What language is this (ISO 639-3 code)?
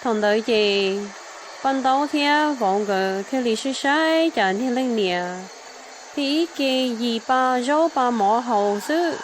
hmn